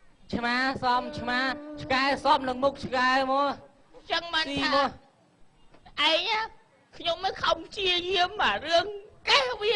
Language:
Khmer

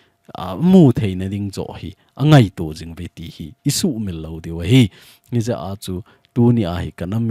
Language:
Thado Chin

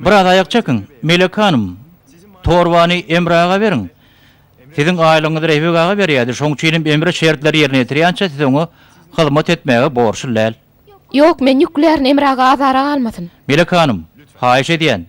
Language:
Turkmen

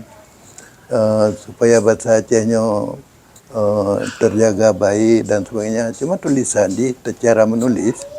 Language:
Achinese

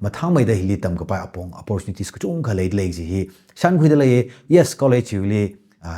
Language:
Tangkhul Naga (India)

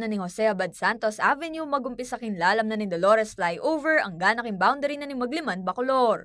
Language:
Pampanga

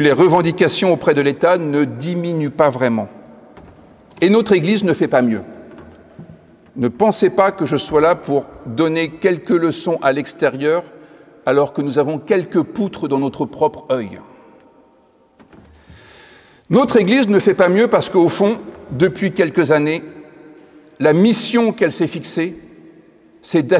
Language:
French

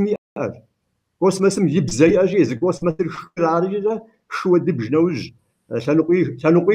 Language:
Kabardian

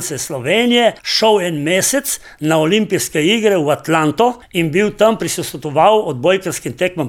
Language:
Slovenian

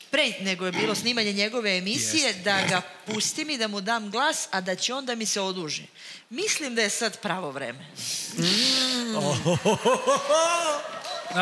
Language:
Serbian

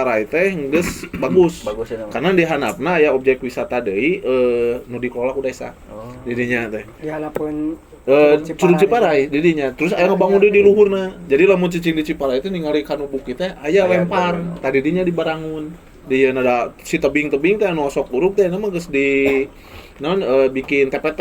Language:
Sundanese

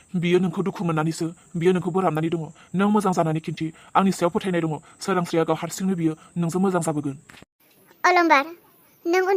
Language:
Bodo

